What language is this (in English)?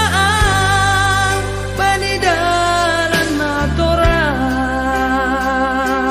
Batak Simalungun